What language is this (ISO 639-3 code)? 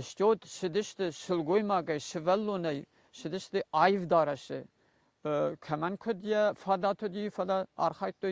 oss